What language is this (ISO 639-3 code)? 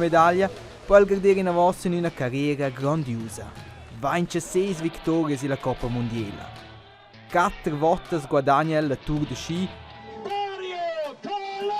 roh